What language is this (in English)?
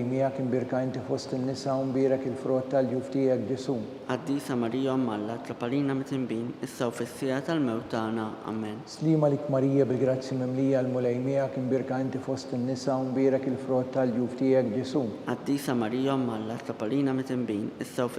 Maltese